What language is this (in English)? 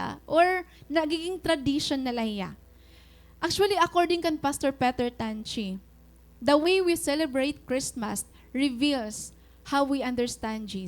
Waray